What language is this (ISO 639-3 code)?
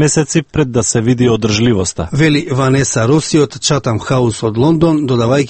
mkd